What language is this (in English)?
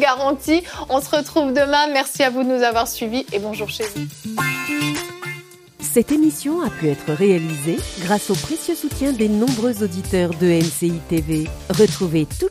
French